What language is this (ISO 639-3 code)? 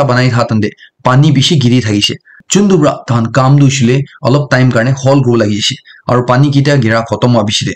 nag